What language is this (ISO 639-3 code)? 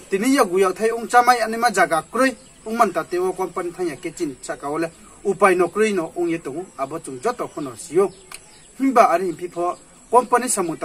ria